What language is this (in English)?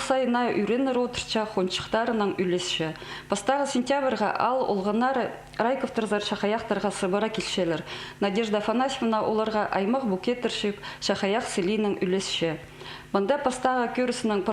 Khakas